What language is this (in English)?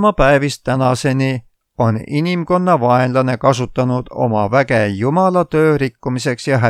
Estonian